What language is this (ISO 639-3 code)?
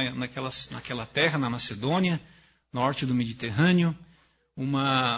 por